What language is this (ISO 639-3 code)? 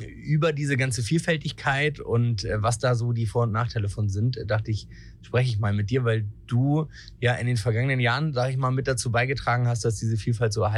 deu